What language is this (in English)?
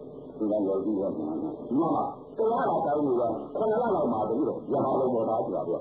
Burmese